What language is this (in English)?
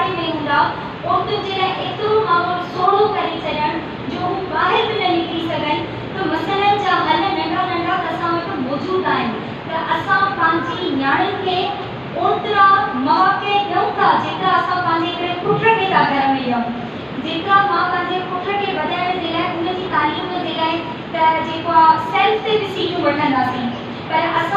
Sindhi